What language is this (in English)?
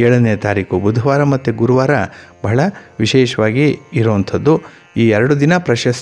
Kannada